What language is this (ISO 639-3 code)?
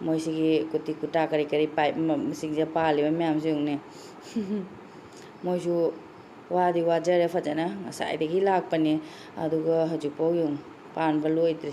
mni